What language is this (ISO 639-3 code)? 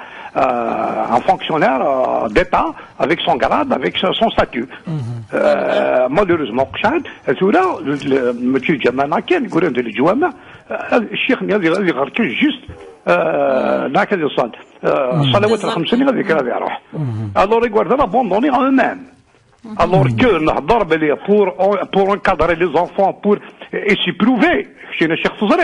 kab